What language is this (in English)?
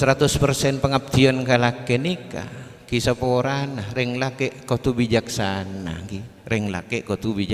Madurese